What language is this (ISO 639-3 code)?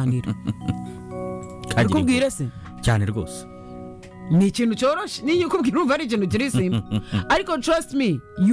kin